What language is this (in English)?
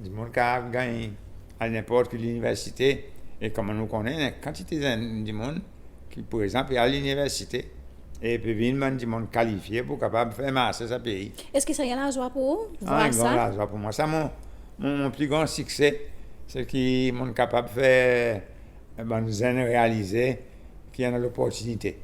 Seselwa Creole French